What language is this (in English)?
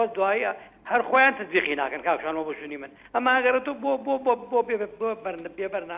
Central Kurdish